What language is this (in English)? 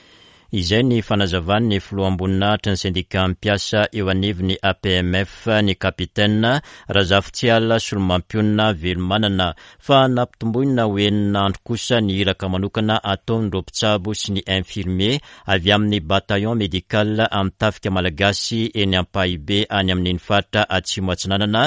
Malagasy